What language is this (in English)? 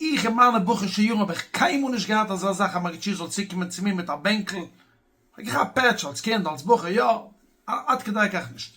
Yiddish